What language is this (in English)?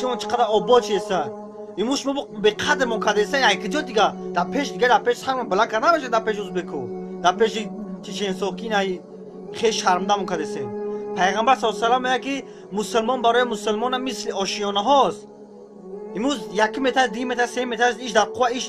Tajik